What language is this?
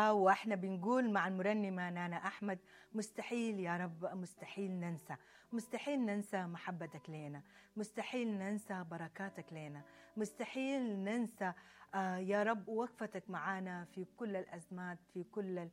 Sudanese Arabic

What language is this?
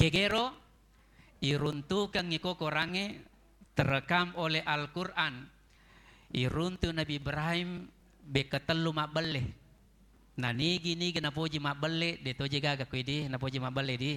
Buginese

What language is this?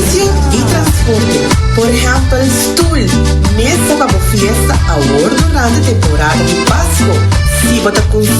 Papiamento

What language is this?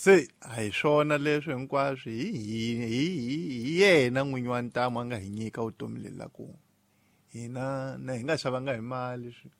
Tsonga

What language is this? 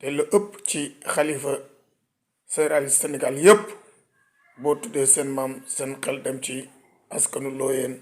Wolof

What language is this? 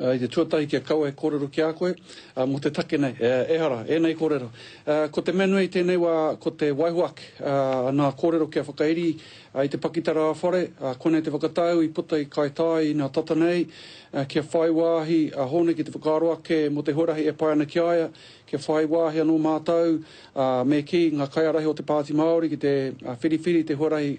Māori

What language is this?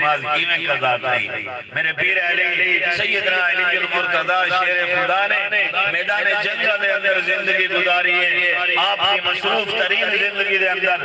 Saraiki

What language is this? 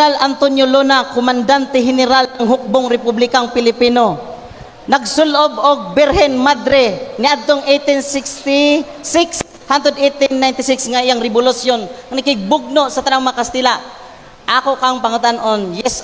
Cebuano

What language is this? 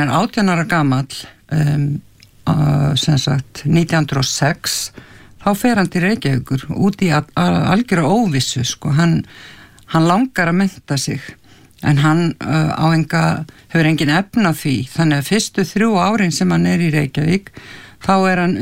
Icelandic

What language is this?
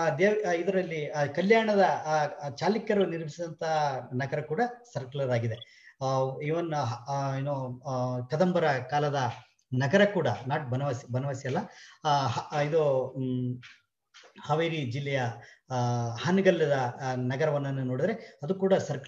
Kannada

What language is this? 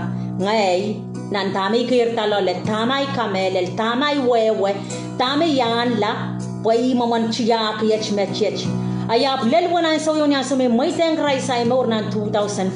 Pohnpeian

